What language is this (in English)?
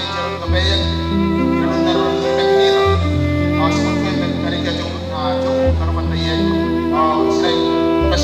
Gilbertese